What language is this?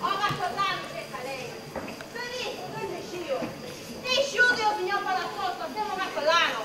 Sicilian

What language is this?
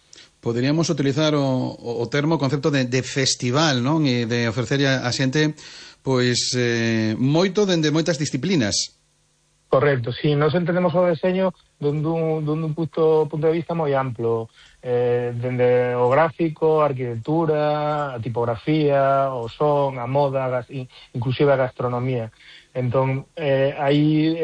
Galician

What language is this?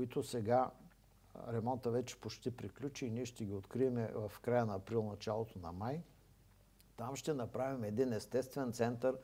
Bulgarian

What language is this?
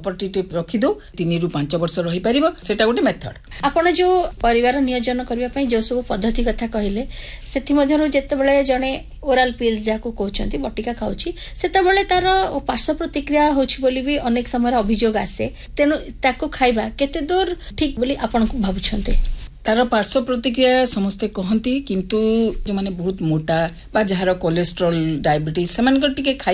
Odia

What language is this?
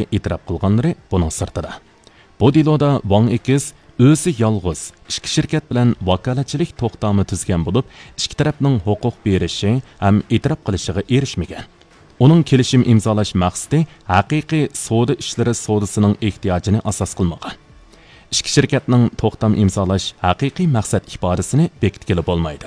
Uyghur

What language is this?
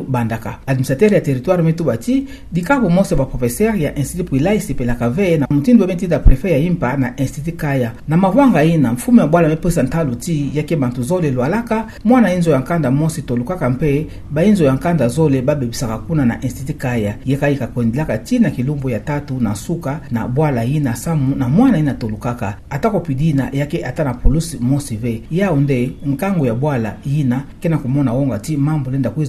Kituba (Democratic Republic of Congo)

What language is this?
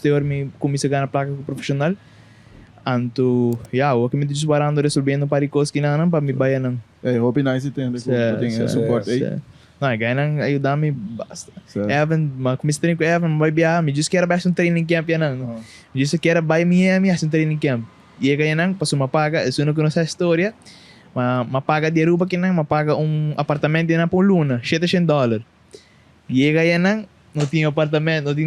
Papiamento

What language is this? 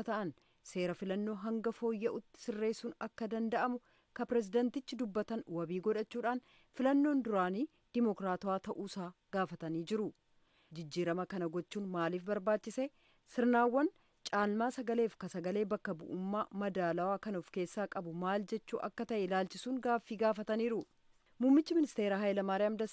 Oromo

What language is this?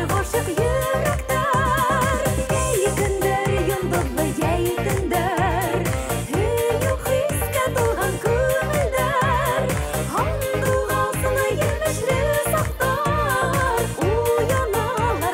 Bashkir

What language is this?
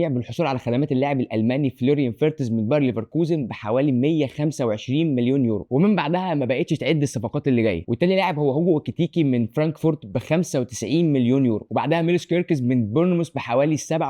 Egyptian Arabic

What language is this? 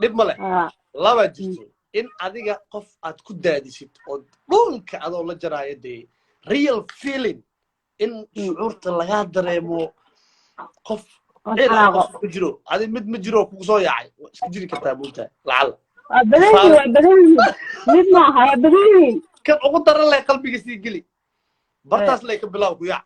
Somali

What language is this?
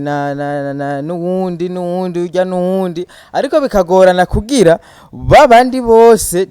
Rundi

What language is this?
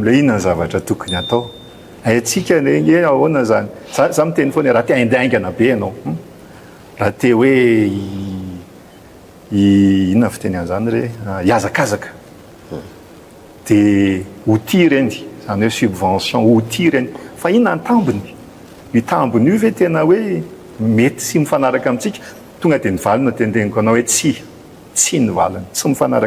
Malagasy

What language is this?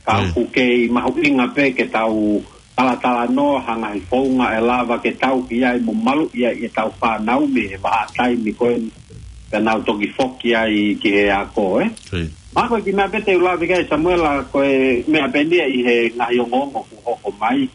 Tongan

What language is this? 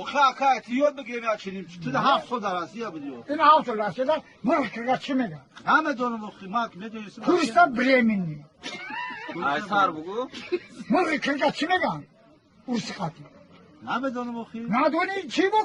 Tajik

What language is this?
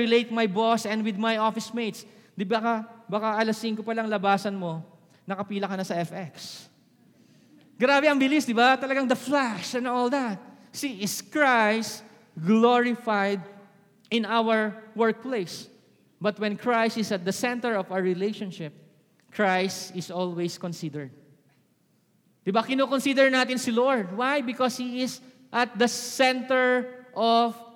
Filipino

